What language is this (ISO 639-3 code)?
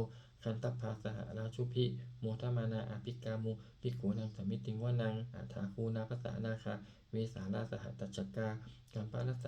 pli